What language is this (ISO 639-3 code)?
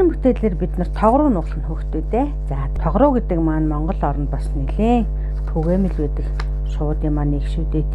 mon